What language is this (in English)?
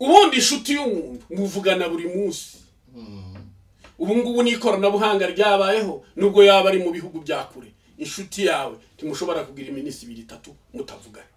Kinyarwanda